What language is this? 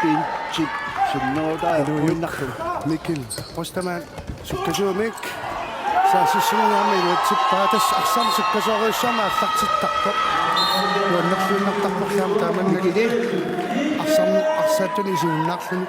Kalaallisut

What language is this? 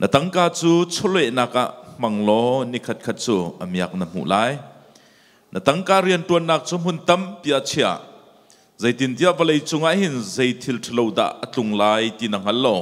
Hakha Chin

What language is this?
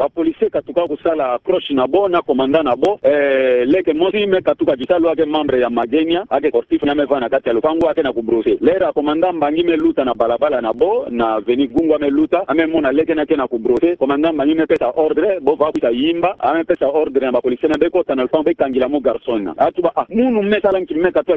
Kituba (Democratic Republic of Congo)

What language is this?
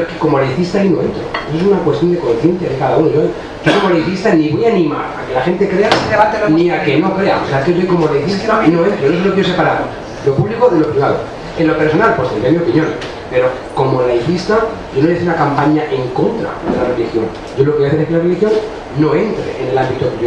Spanish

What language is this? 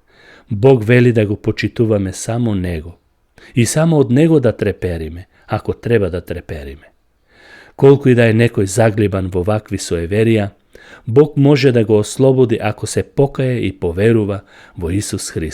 Macedonian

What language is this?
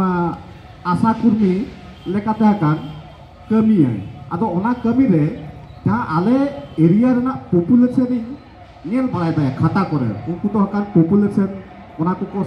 Santali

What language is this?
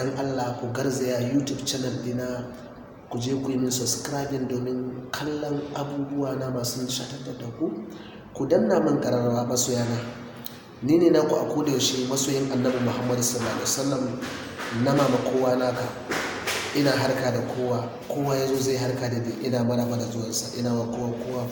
Hausa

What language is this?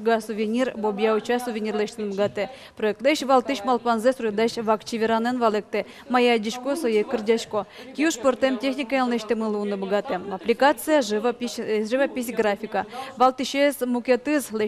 Udmurt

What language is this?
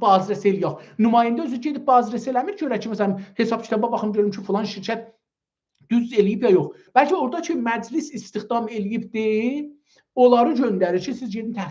South Azerbaijani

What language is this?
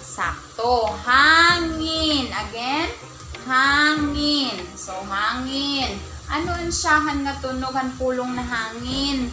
Waray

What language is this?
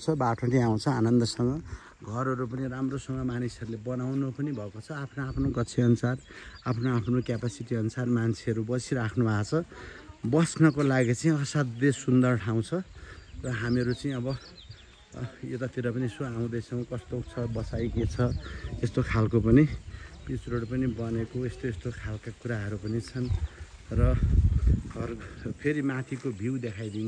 Nepali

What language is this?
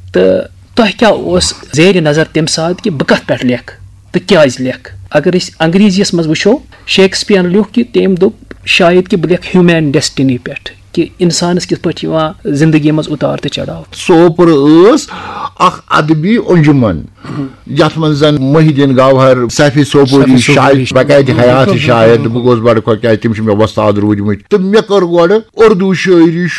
Kashmiri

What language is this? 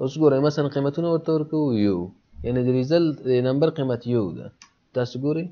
Pashto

